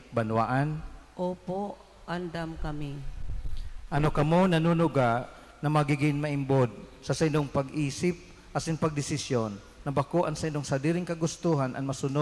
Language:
Bikol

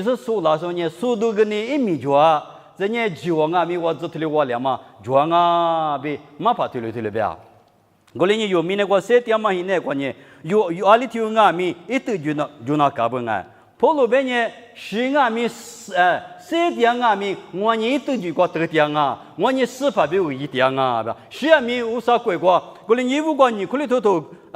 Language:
Lisu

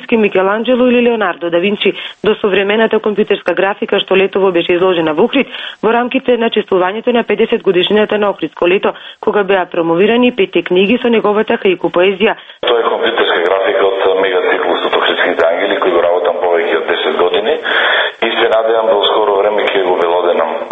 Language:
Macedonian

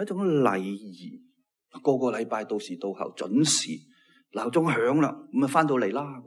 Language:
Cantonese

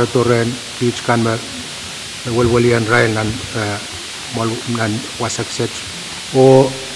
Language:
Pohnpeian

